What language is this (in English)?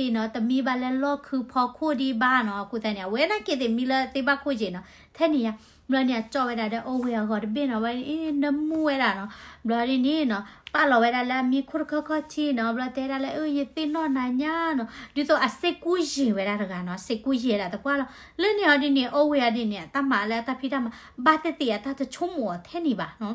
S'gaw Karen